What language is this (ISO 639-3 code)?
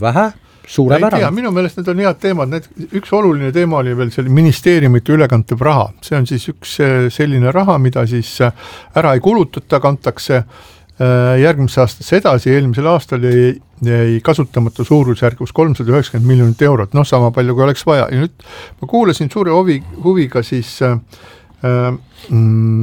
est